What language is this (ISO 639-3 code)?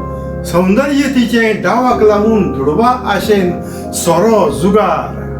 kok